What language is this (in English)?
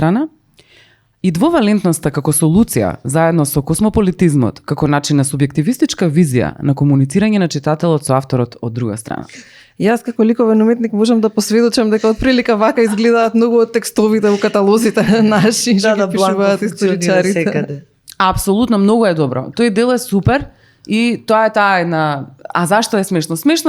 Macedonian